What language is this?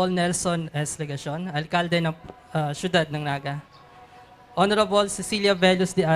Bikol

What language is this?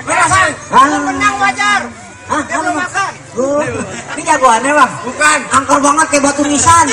Betawi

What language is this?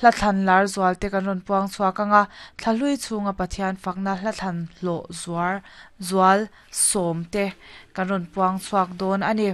Mizo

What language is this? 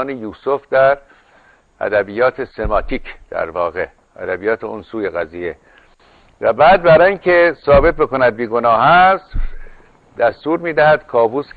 Persian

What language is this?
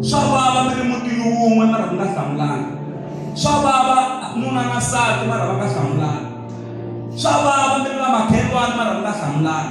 Tsonga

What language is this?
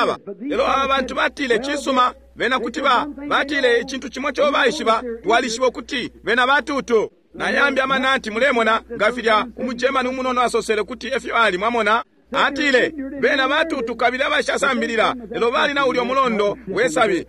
Bemba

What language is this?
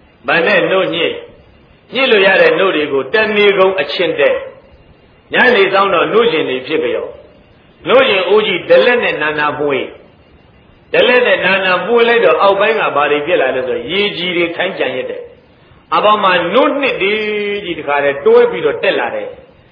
Burmese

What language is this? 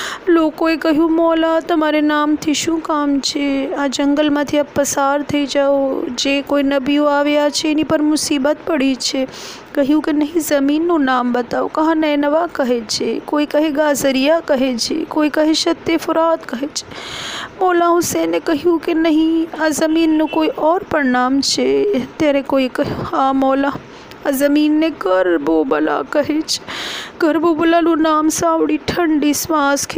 Gujarati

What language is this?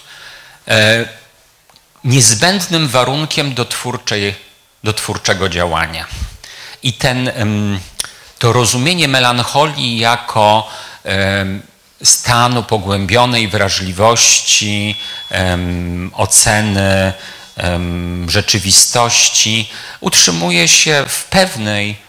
Polish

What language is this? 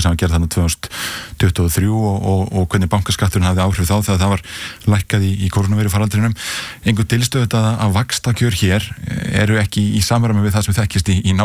Icelandic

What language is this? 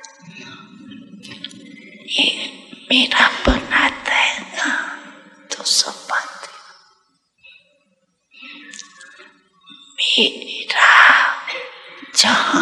Hindi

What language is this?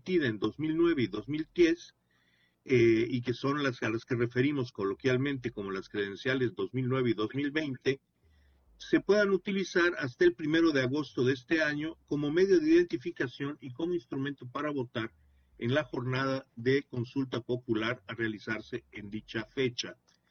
Spanish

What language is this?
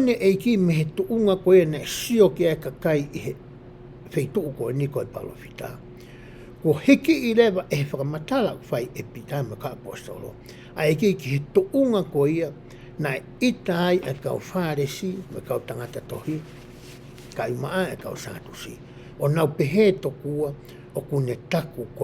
Tongan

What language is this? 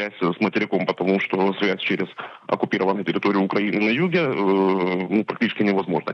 Russian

